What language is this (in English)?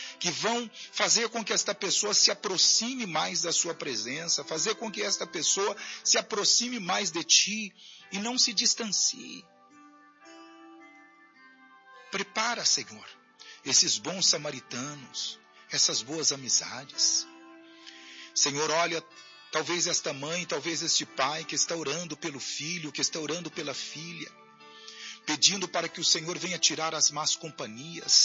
Portuguese